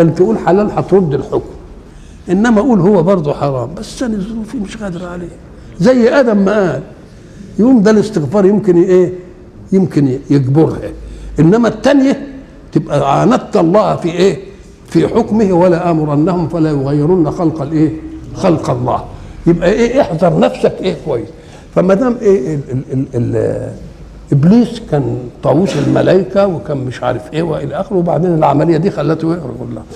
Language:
Egyptian Arabic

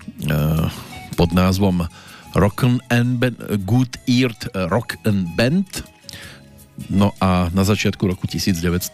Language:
Slovak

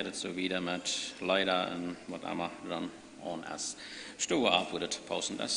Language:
Plautdietsch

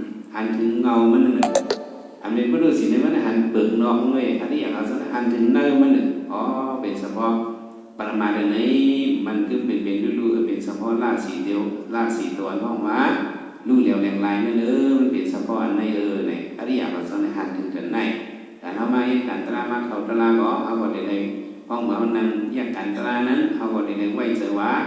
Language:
Shan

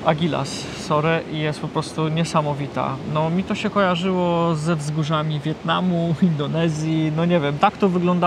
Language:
Polish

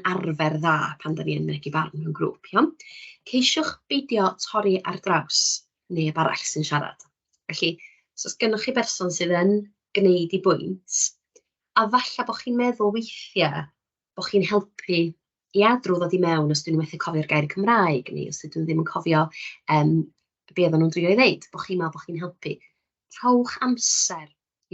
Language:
Welsh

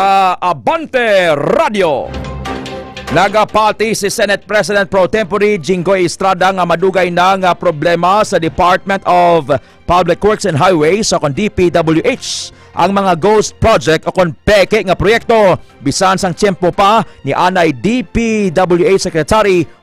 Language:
Hiligaynon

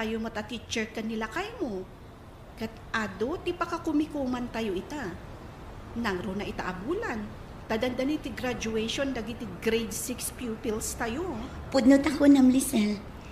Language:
Iloko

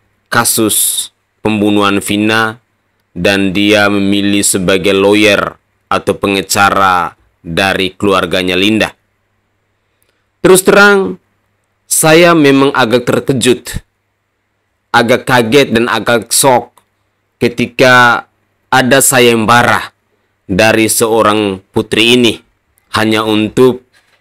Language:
Indonesian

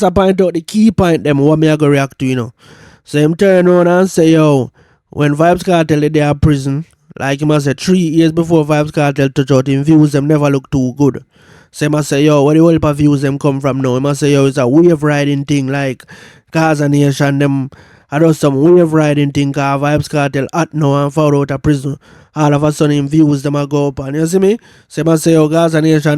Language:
Jamaican Creole English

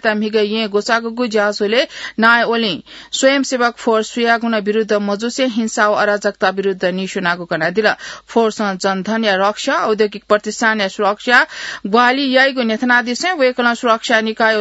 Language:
Newari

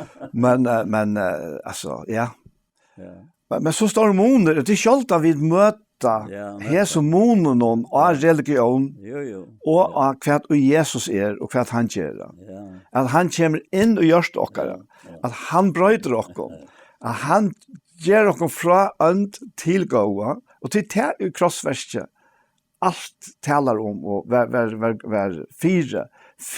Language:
Faroese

